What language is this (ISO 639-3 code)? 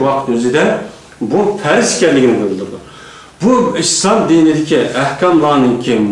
uig